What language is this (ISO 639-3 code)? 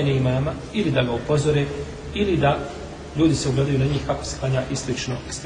bos